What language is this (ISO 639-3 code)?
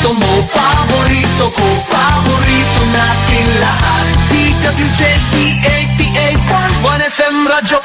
pag